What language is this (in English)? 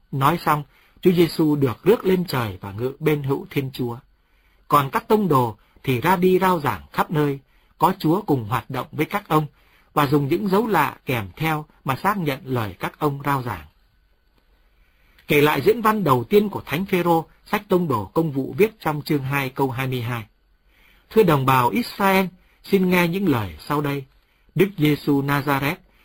Vietnamese